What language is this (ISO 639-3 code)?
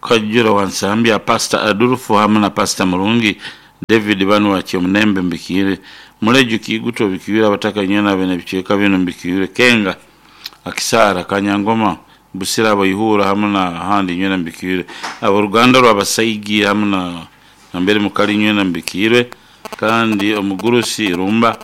nyo